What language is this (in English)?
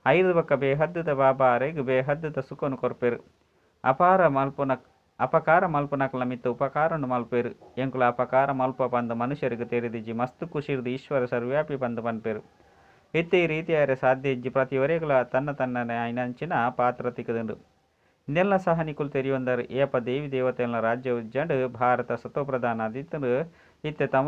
Tulu